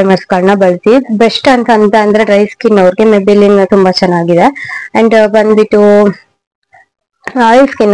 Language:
Kannada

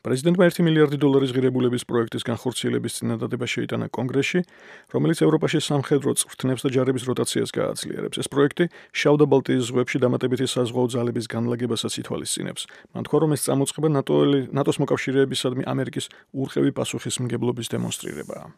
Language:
Georgian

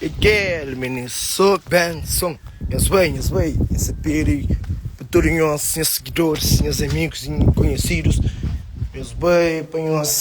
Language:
Kabuverdianu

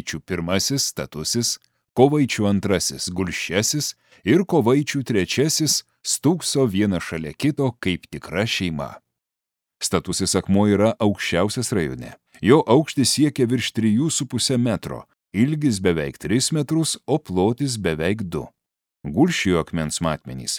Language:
Lithuanian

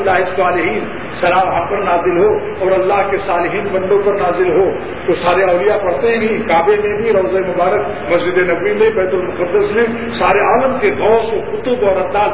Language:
Urdu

